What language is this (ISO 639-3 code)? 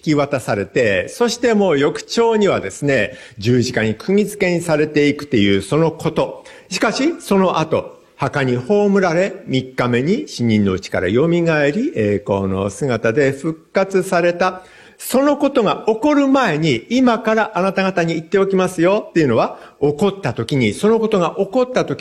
jpn